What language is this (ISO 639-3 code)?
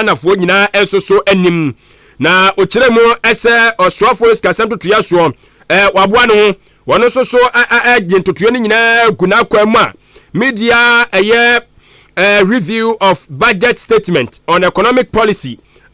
aka